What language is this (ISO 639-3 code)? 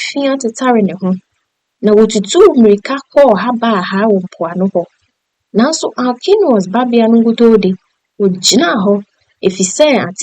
aka